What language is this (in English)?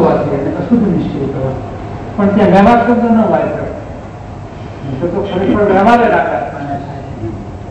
Gujarati